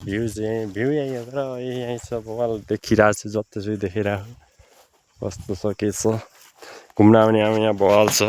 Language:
Nepali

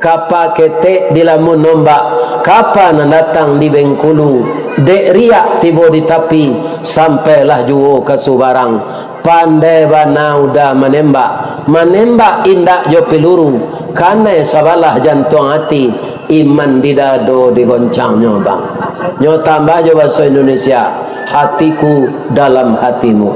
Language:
Minangkabau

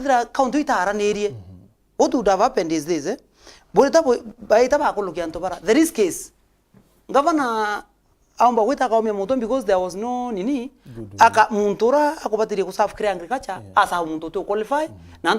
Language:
Meru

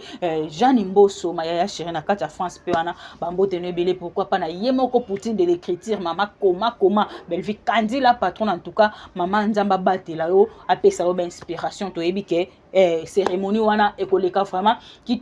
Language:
Lingala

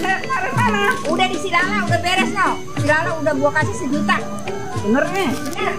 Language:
Betawi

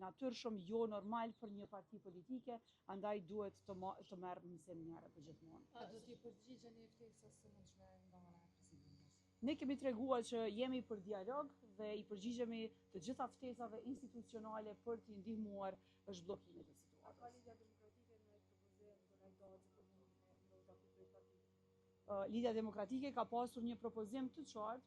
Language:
Albanian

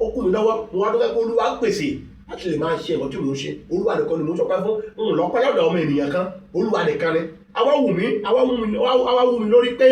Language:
Yoruba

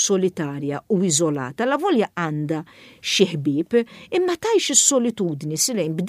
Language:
Maltese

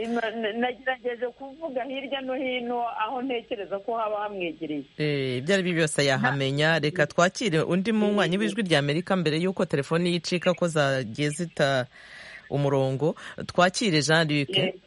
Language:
Kinyarwanda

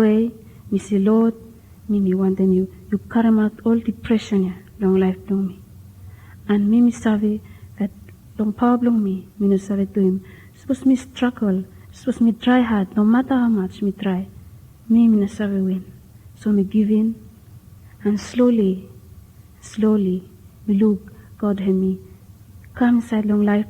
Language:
Bislama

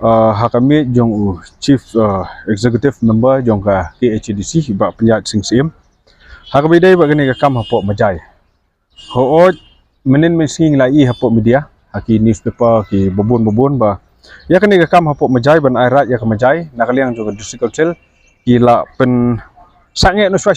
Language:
Khasi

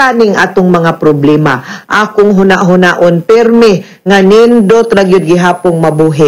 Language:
Cebuano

